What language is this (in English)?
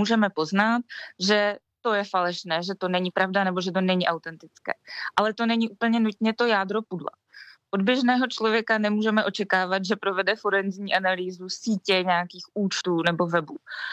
Czech